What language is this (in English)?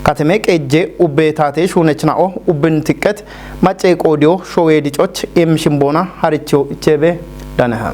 Kafa